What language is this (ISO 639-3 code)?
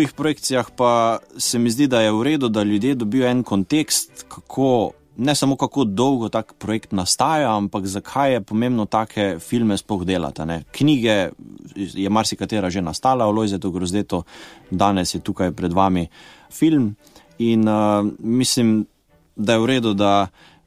slv